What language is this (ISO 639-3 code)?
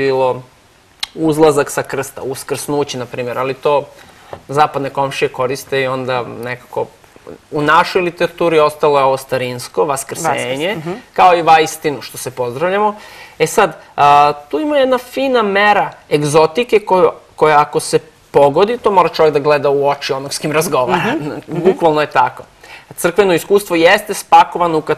srp